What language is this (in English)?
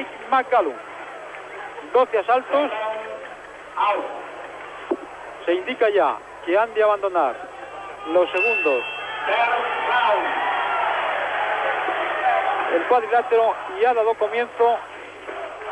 Spanish